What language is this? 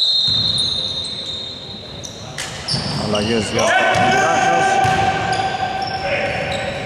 Greek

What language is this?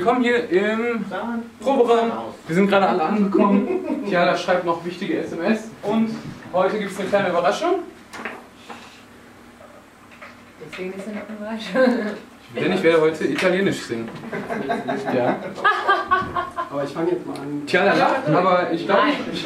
German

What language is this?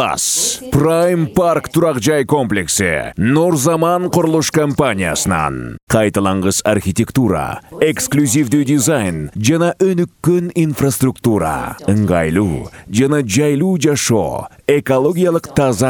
Kyrgyz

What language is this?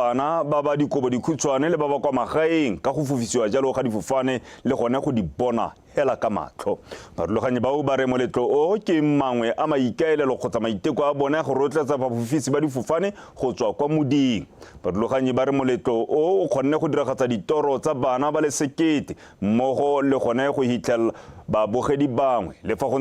Tswana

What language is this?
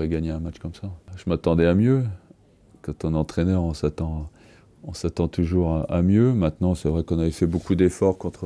French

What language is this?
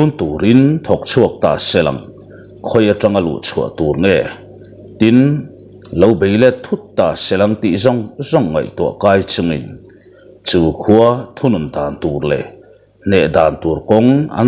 Mizo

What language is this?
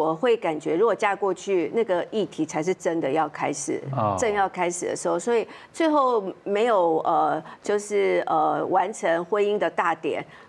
Chinese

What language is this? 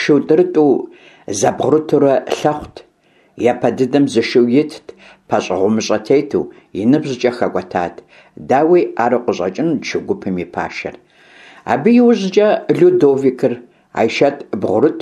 Kabardian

